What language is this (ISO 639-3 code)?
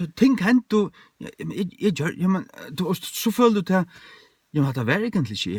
fao